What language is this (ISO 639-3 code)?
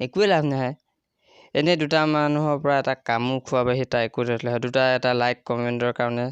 asm